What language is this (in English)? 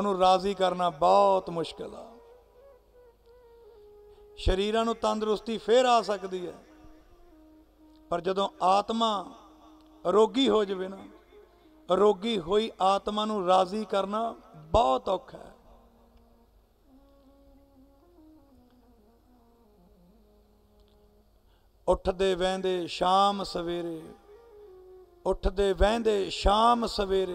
Punjabi